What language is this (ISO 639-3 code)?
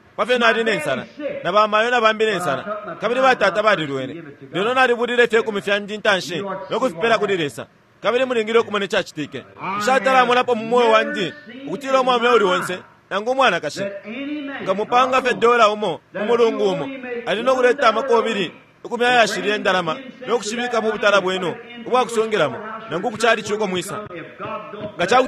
bem